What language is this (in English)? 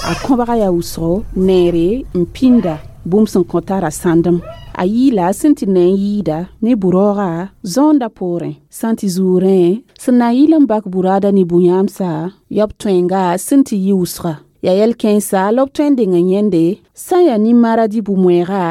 Mossi